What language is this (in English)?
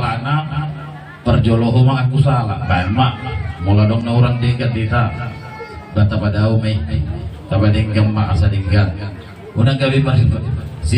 Batak Toba